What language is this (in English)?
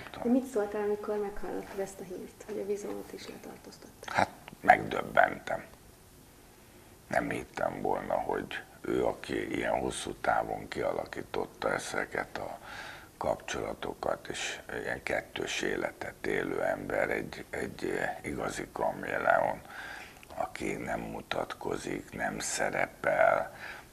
Hungarian